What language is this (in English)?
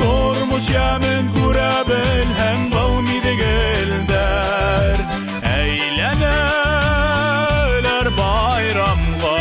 Bashkir